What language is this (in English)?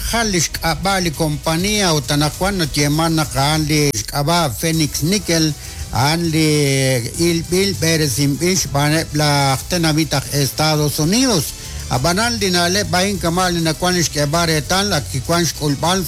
Kekchí